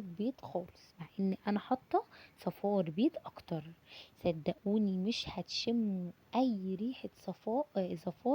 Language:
Egyptian Arabic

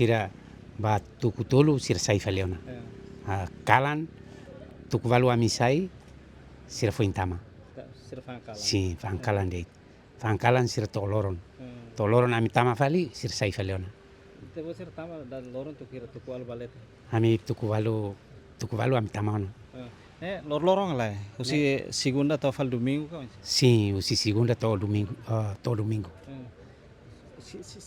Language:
Tetum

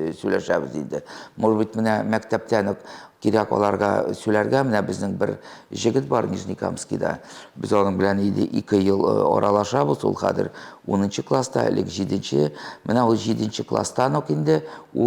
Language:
Tatar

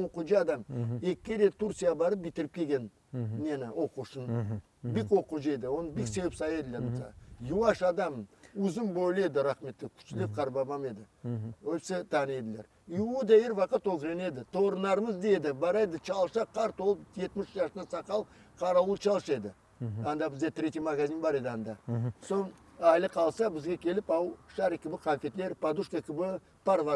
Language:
Crimean Tatar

